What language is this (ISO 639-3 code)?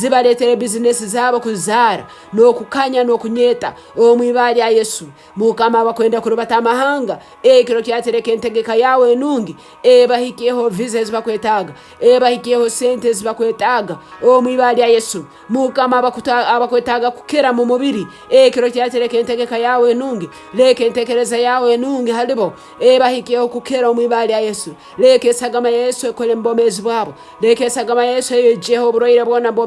nyn